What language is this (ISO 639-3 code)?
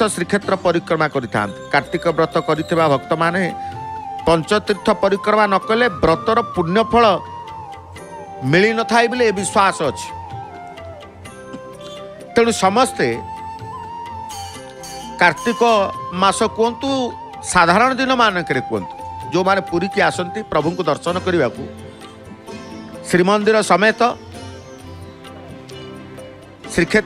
ori